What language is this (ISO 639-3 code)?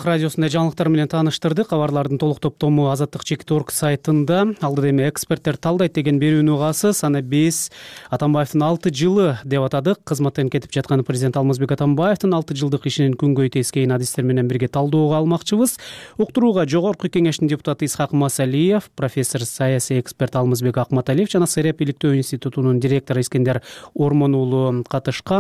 kir